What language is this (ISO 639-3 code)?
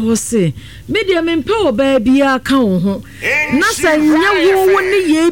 aka